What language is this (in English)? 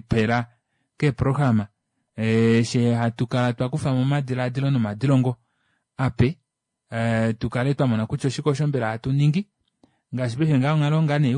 Kuanyama